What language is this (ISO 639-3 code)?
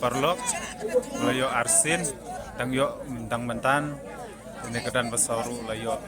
kha